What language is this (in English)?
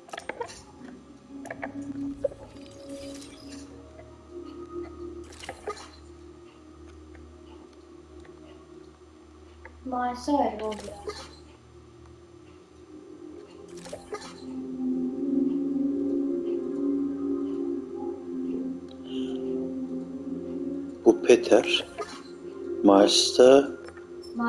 Turkish